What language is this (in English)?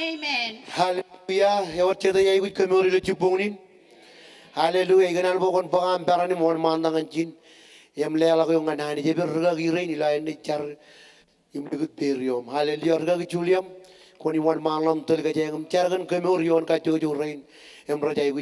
Marshallese